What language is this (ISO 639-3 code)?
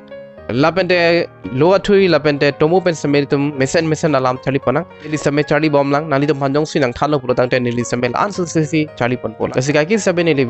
mjw